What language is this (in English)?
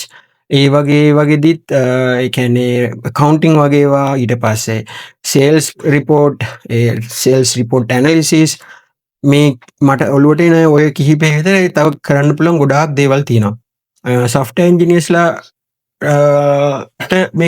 Sinhala